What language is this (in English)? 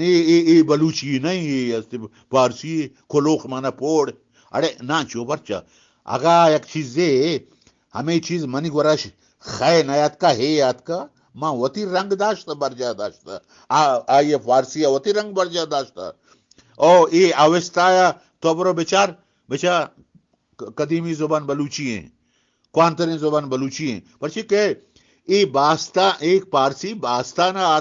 Eastern Balochi